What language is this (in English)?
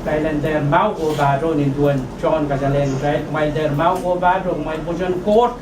Pohnpeian